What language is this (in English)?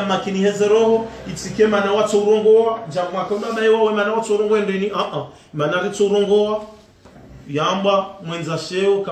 Ngazidja Comorian